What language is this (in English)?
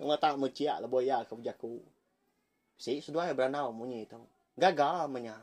Iban